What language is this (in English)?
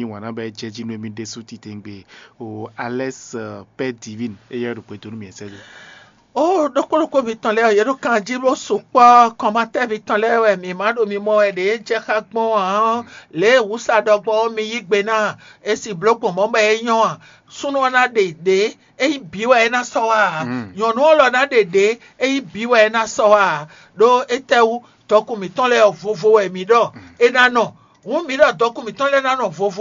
Fon